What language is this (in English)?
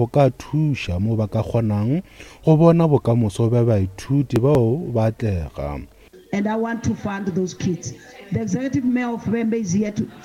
Northern Sotho